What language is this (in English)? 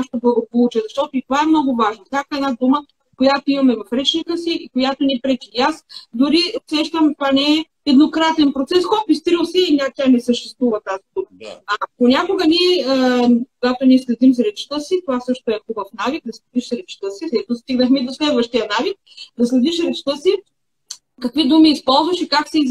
Bulgarian